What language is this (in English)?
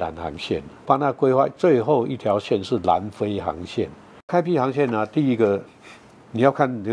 Chinese